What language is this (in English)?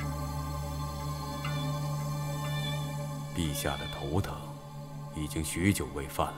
Chinese